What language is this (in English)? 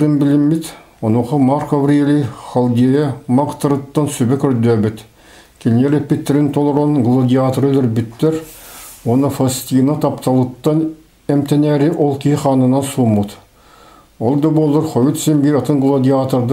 Yakut